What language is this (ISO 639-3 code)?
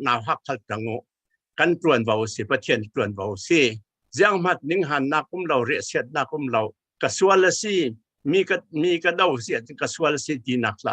cfm